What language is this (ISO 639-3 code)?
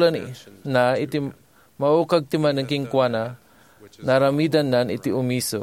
ilo